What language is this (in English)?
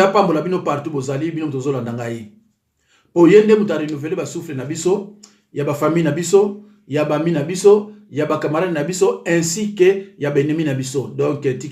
Lingala